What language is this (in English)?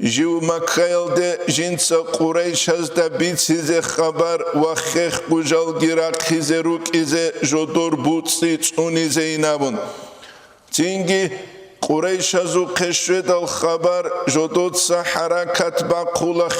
Avaric